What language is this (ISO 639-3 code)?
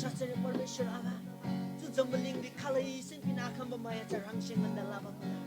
taj